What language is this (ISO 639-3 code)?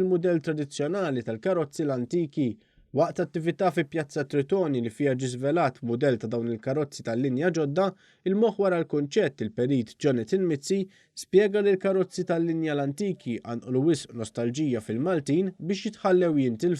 mlt